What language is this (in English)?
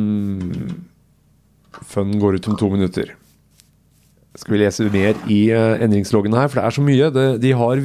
Norwegian